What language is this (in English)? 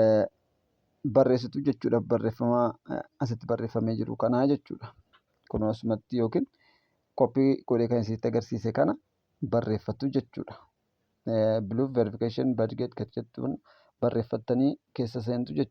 Oromo